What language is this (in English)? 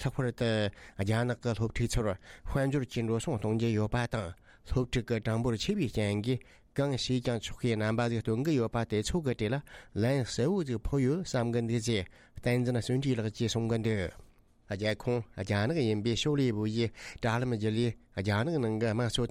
Tibetan